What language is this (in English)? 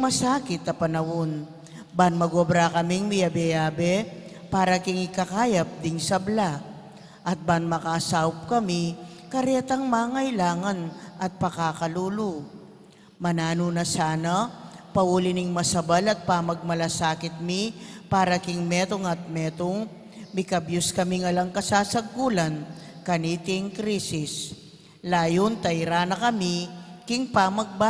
Pampanga